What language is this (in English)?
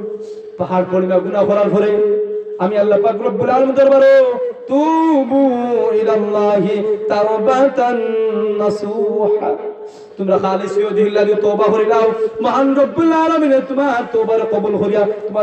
Sylheti